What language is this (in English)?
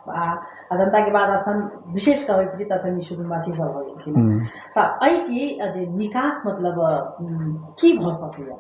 Maithili